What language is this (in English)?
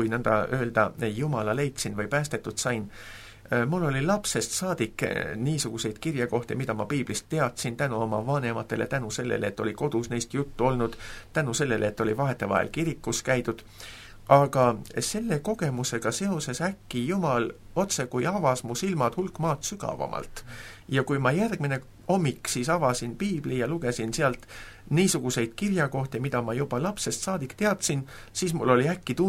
Estonian